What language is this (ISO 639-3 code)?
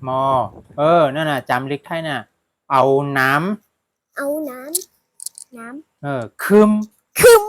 shn